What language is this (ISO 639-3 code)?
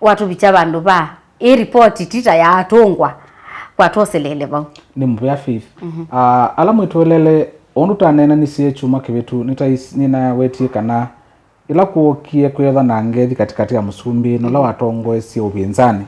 kam